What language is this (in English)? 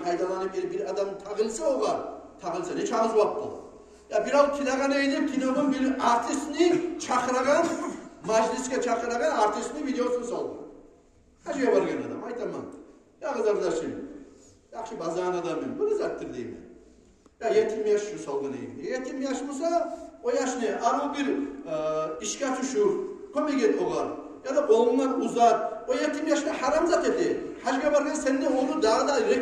Kumyk